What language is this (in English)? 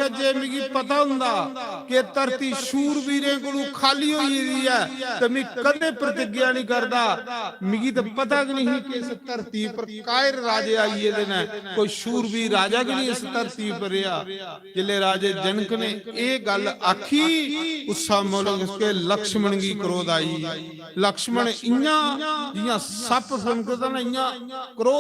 Dogri